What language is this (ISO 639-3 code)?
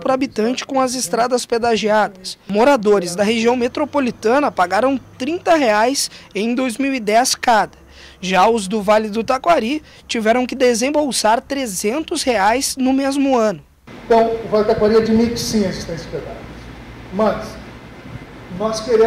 por